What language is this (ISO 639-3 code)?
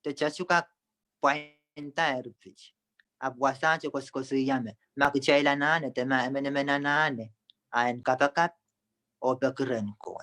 pon